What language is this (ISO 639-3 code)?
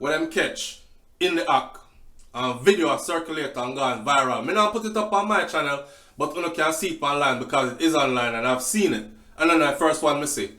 jam